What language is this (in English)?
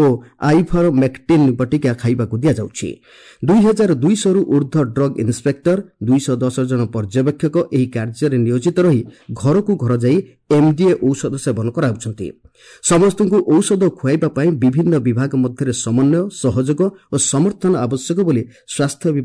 Odia